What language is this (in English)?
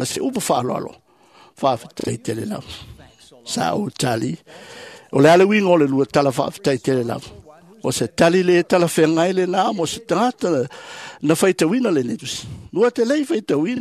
Samoan